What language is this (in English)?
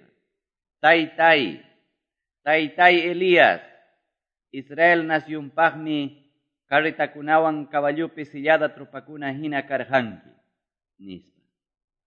Quechua